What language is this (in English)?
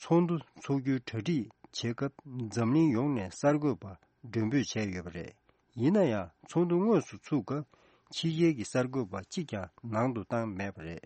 Tibetan